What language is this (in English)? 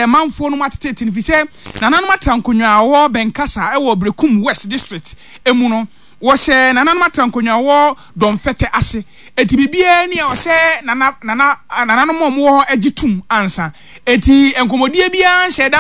Akan